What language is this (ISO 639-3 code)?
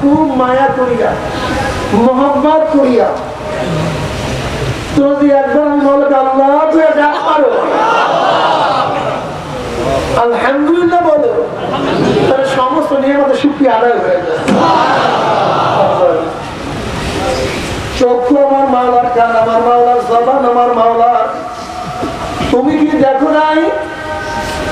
ben